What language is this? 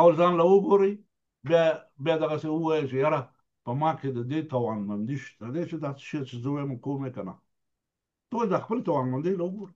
Pashto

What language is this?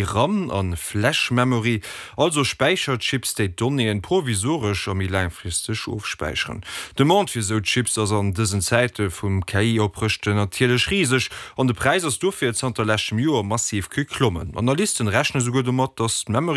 Luxembourgish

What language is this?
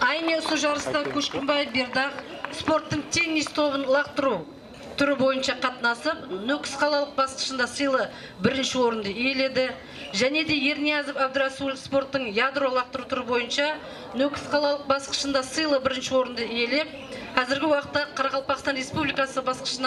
Kara-Kalpak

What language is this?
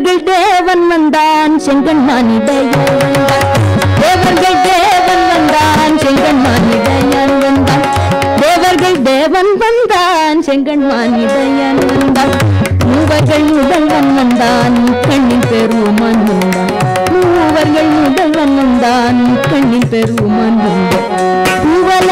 Tamil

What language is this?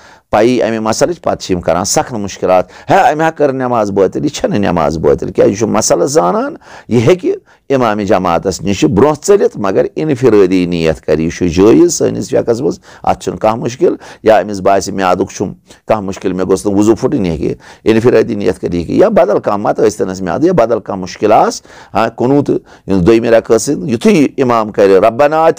Kashmiri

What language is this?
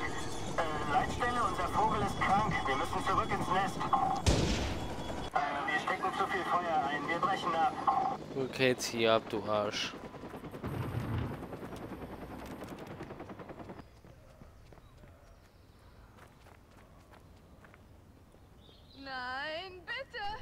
German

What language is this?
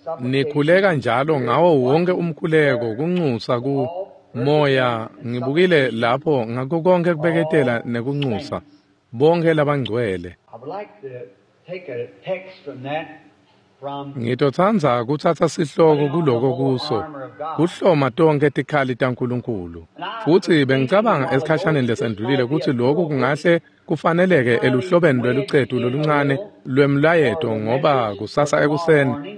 Swati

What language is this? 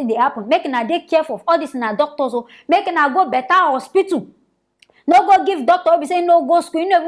Nigerian Pidgin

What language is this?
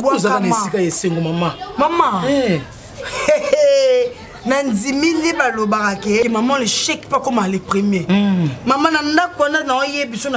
Lingala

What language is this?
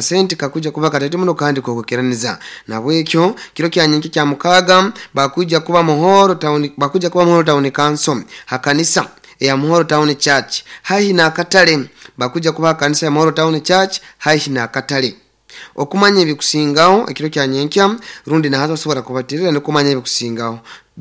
Nyankole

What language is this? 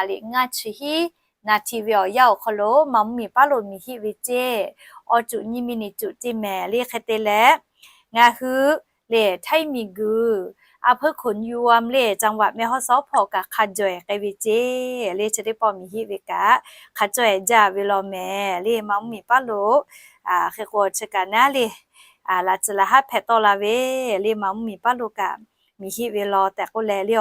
Lahu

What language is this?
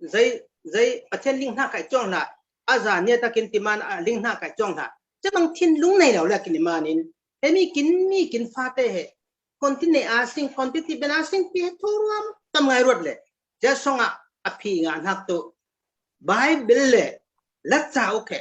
Falam Chin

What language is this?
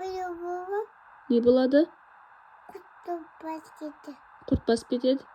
Kazakh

